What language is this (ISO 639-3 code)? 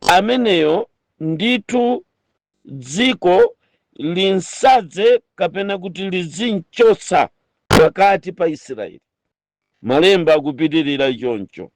nya